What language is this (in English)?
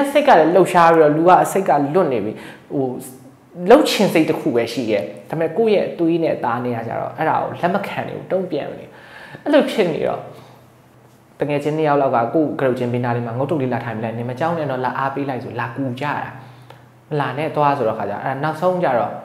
Burmese